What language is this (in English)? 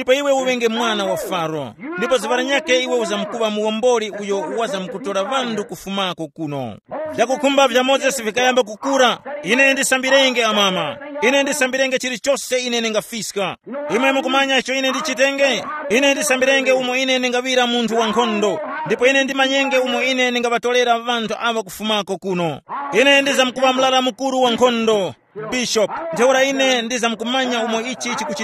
Tumbuka